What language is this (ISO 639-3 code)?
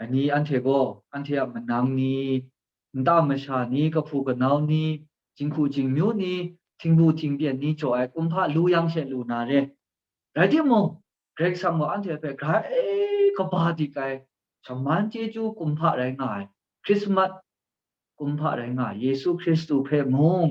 kac